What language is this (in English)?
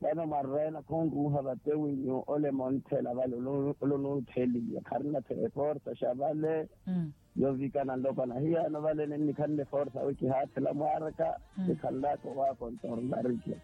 Makhuwa